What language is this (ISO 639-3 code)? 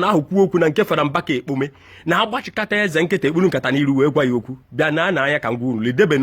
ibo